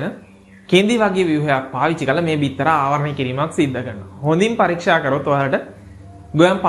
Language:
Sinhala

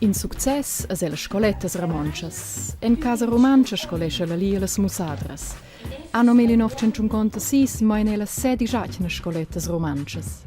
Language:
Romansh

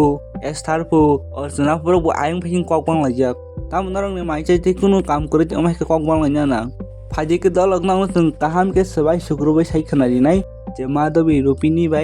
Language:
Kok Borok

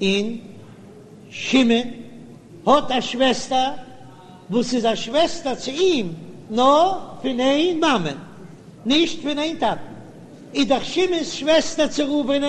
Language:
Yiddish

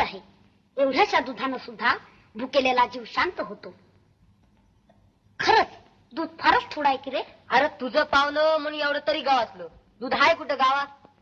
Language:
Marathi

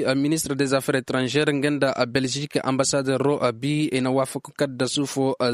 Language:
Koyraboro Senni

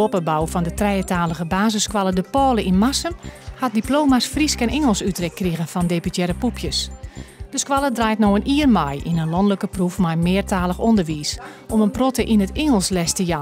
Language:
Western Frisian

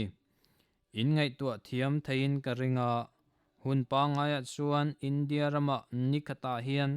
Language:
Mizo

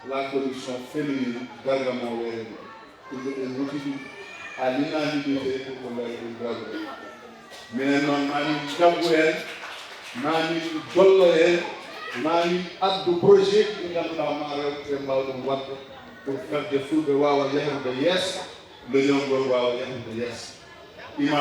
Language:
Fula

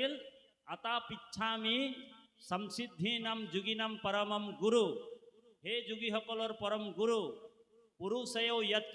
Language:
Assamese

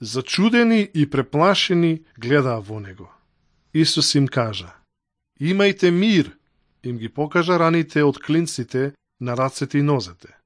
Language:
Macedonian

